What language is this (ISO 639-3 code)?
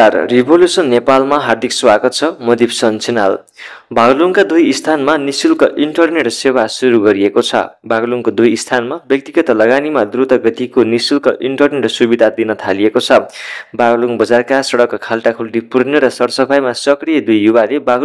nep